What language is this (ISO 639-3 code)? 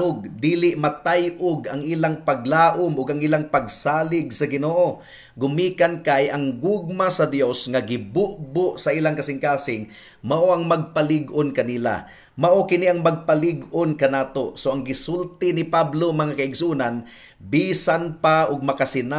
ceb